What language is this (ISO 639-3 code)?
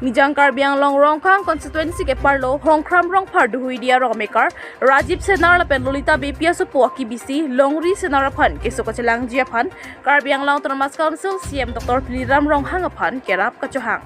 mjw